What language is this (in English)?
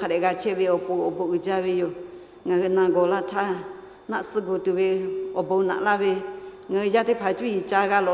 Lahu